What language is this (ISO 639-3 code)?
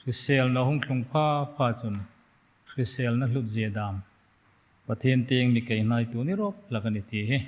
hmr